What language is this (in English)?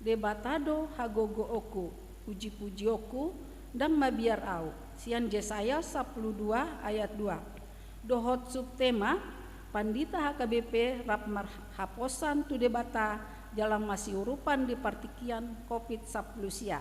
Batak Toba